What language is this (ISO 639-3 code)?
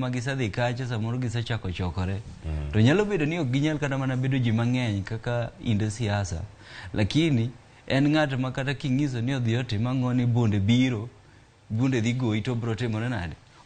luo